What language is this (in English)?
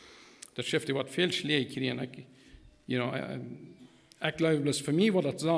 Plautdietsch